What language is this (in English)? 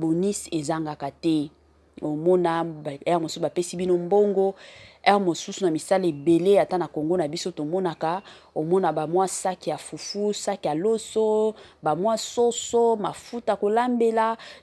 Lingala